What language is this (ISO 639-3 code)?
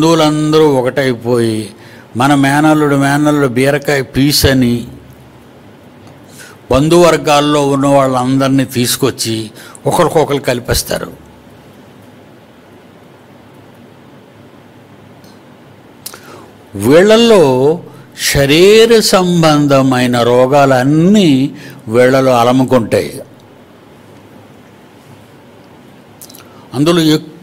tel